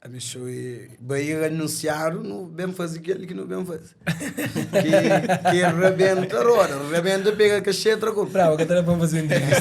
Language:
Kabuverdianu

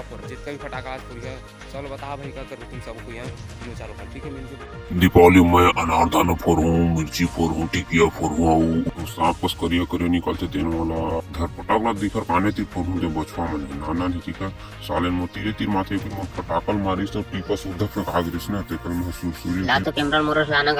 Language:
Chhattisgarhi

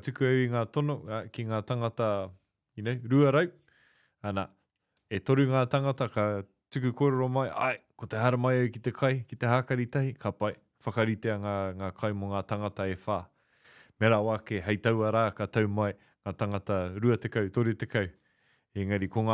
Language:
Māori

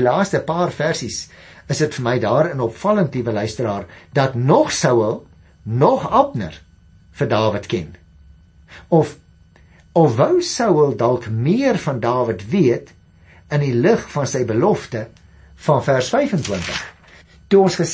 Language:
Afrikaans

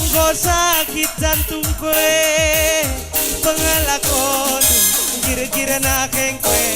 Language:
Batak Karo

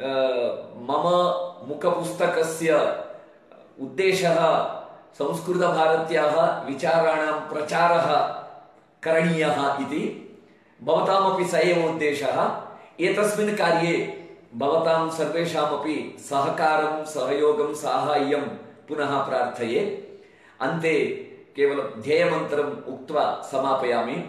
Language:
Sanskrit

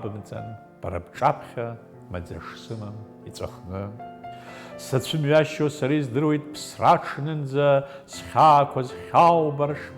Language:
Abkhazian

